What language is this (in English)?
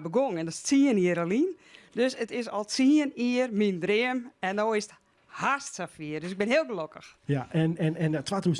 Western Frisian